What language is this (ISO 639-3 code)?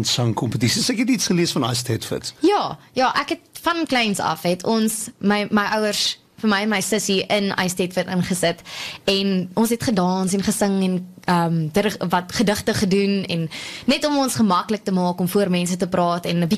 afr